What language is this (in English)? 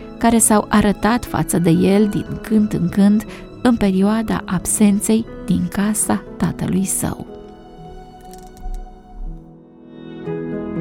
Romanian